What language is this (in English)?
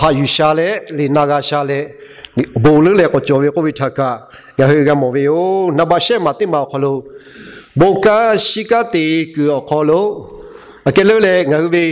Lahu